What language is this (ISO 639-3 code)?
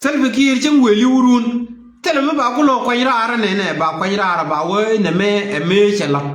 nus